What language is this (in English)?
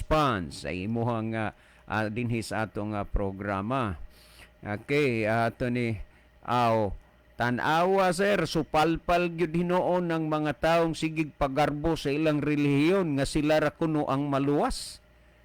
Cebuano